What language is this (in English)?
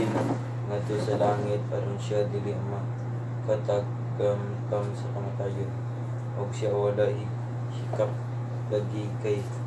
Cebuano